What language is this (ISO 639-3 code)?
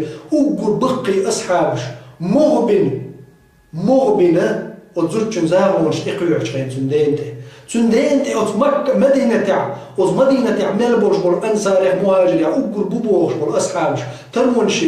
che